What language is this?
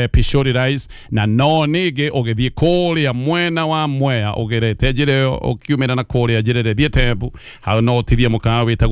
Kikuyu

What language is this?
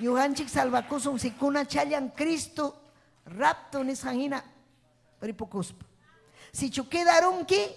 Ayacucho Quechua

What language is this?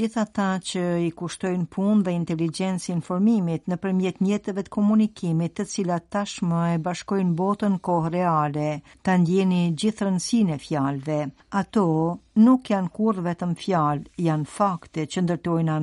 Albanian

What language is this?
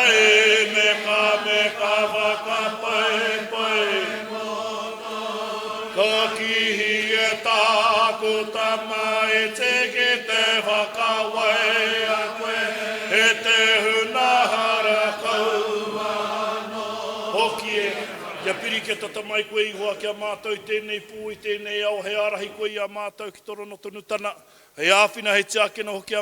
Māori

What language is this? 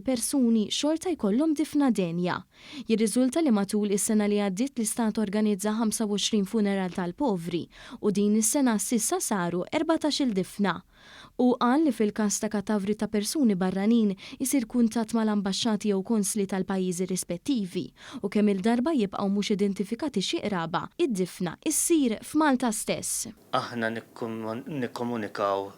Maltese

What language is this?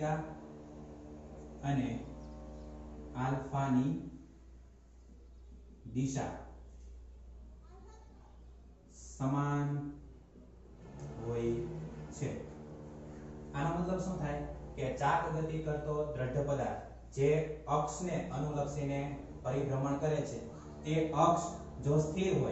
Gujarati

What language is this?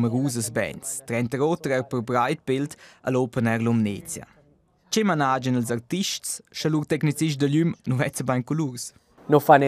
Romansh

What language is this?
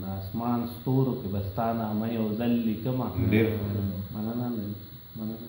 Pashto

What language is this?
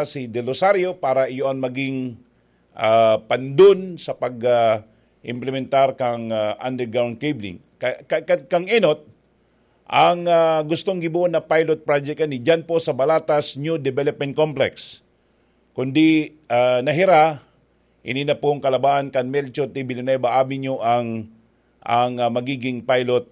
Bikol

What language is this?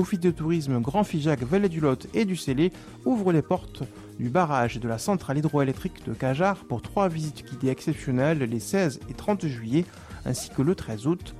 French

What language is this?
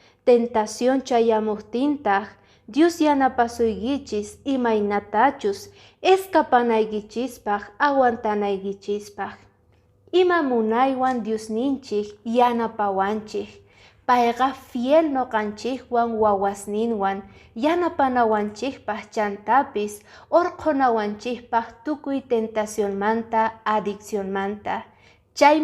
Quechua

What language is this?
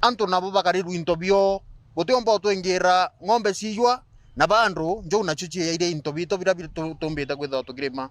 Meru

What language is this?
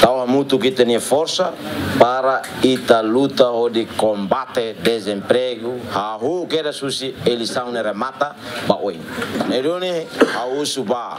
Tetum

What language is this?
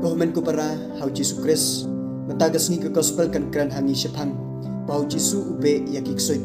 Khasi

